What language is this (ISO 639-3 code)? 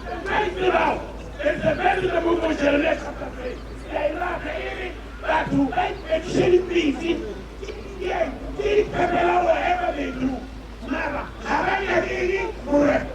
nso